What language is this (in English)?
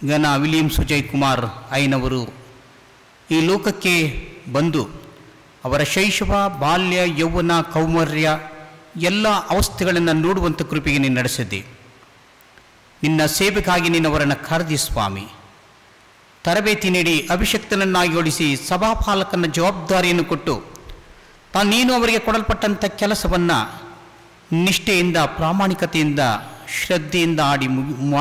Kannada